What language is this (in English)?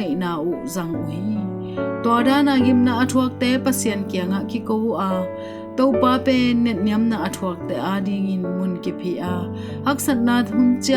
Tedim Chin